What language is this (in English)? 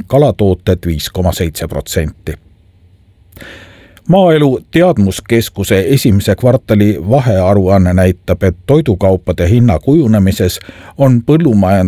Estonian